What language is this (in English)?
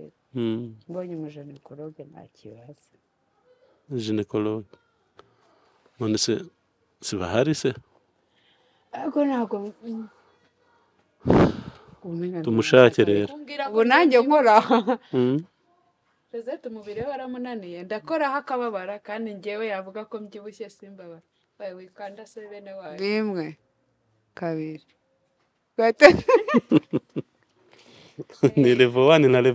Kinyarwanda